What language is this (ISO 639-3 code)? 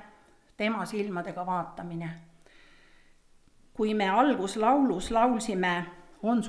est